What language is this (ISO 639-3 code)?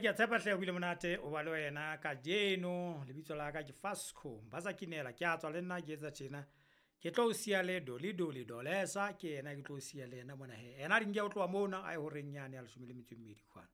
sot